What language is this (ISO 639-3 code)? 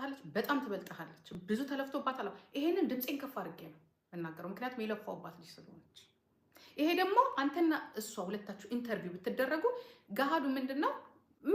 amh